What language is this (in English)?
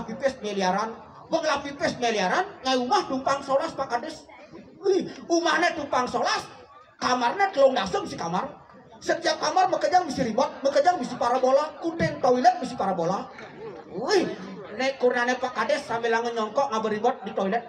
Balinese